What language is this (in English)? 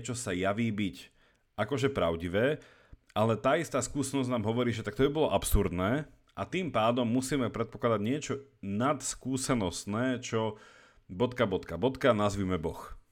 Slovak